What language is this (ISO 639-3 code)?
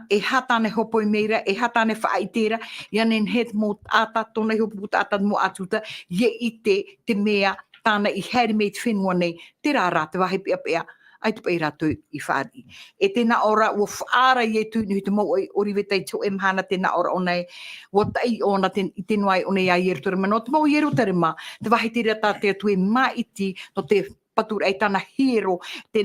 tah